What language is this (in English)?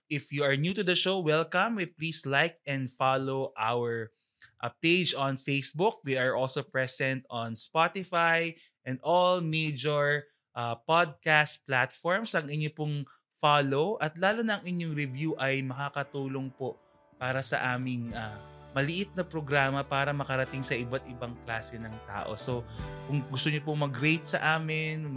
Filipino